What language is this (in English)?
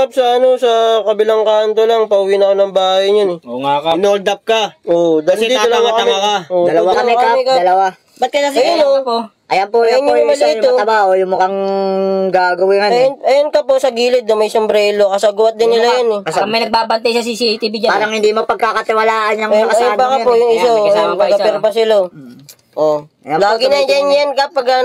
Filipino